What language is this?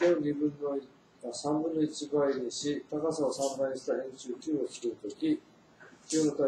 Japanese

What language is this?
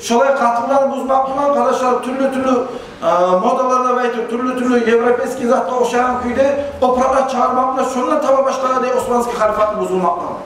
Kumyk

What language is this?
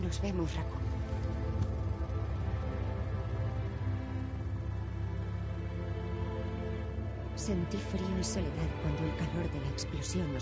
Spanish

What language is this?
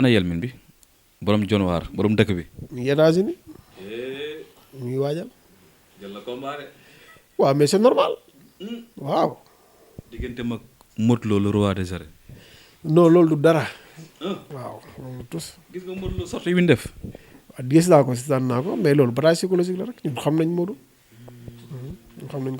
Wolof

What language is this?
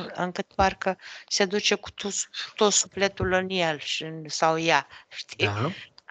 Romanian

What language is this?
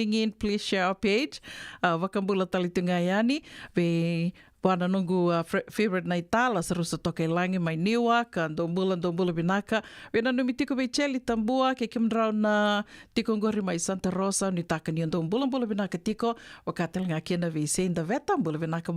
Fijian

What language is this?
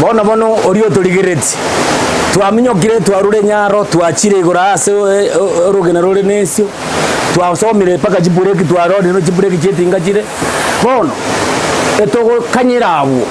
Gusii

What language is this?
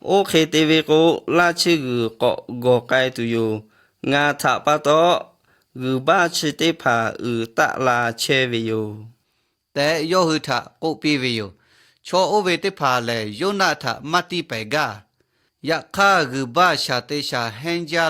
Lahu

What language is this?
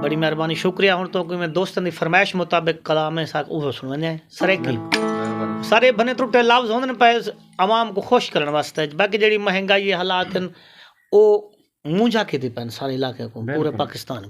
Saraiki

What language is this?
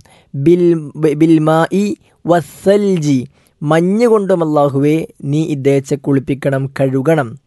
Malayalam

